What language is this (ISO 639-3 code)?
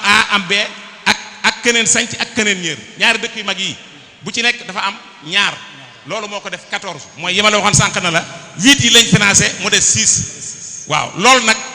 wol